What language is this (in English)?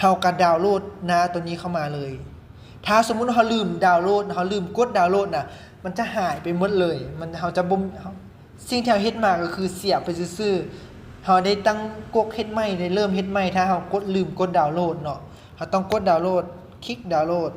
Lao